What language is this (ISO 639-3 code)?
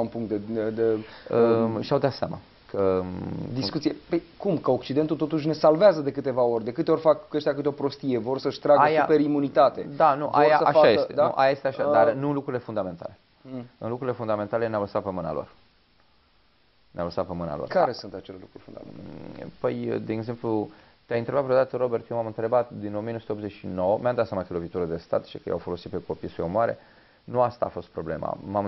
ron